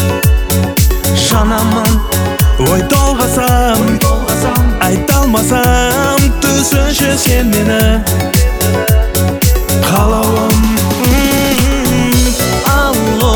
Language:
Kazakh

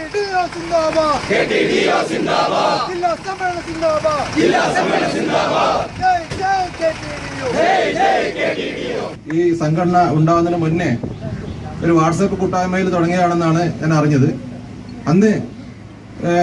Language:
Malayalam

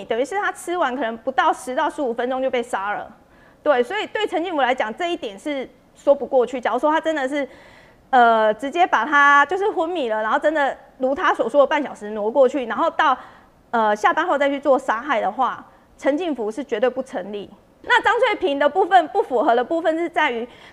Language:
Chinese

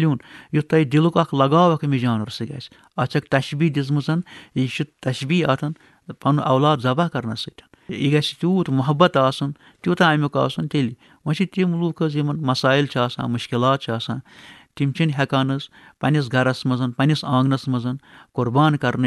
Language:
Kashmiri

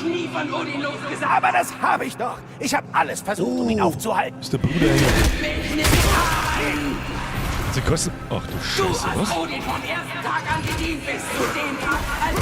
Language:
Bavarian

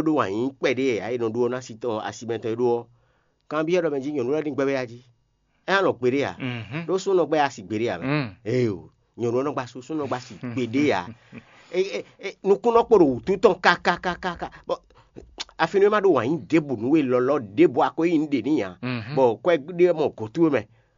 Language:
Fon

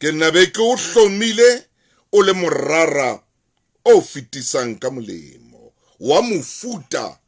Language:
Southern Sotho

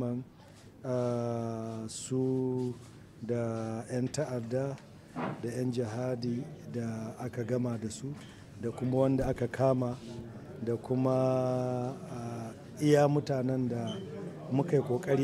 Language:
Hausa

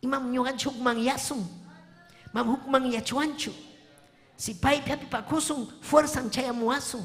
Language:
Ayacucho Quechua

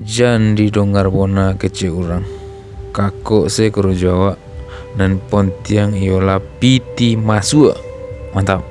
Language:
Minangkabau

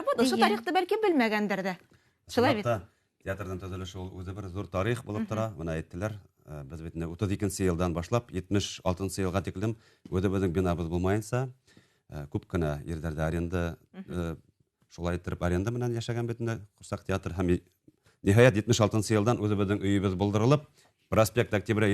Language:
Bashkir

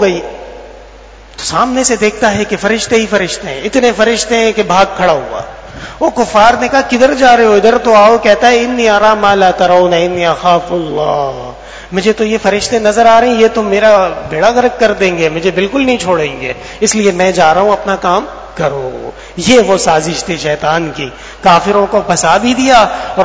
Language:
Urdu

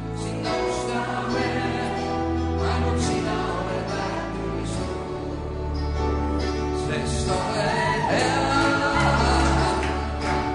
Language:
Estonian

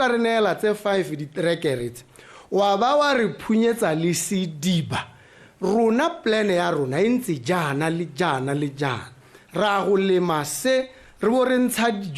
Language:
Tswana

